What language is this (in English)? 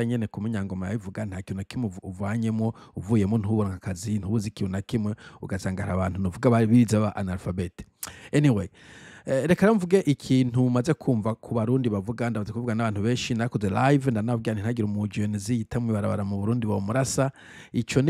Rundi